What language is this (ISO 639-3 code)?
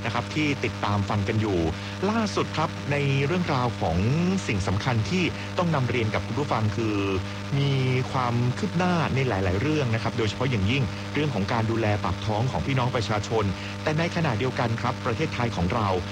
tha